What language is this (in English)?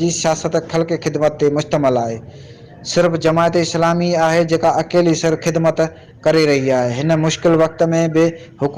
Sindhi